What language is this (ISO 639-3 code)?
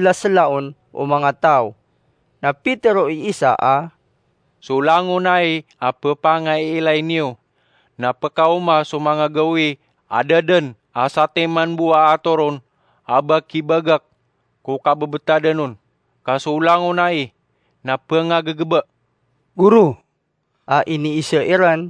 mrw